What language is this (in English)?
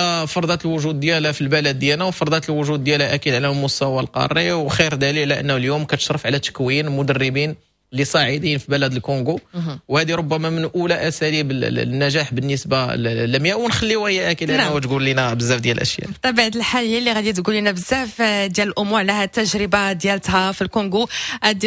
Moroccan Arabic